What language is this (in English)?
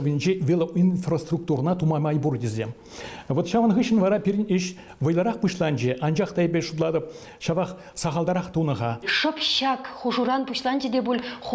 Chuvash